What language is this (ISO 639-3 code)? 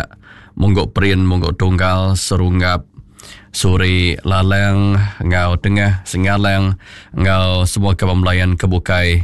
iba